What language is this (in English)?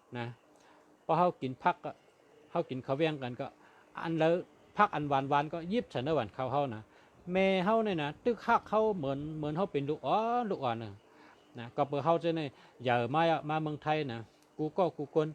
Shan